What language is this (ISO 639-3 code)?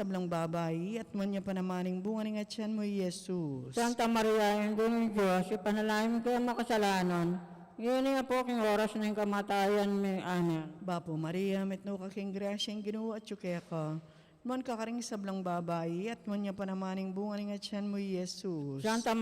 pam